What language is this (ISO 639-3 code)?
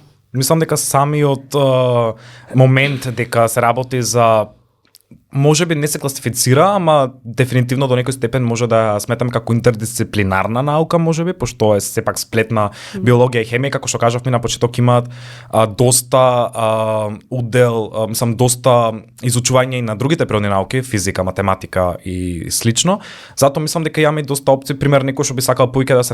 mkd